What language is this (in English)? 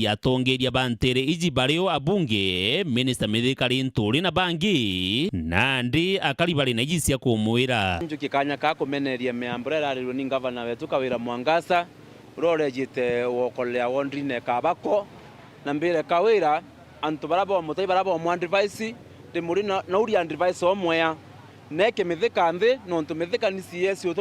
Meru